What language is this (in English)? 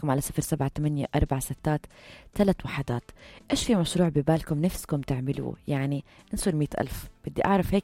North Levantine Arabic